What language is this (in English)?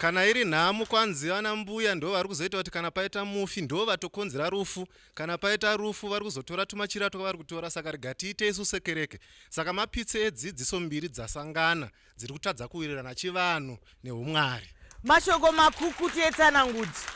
Shona